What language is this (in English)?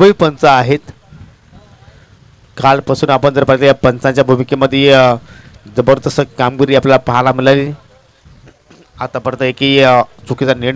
Marathi